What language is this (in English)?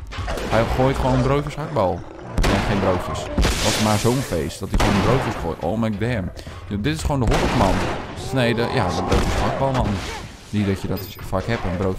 Dutch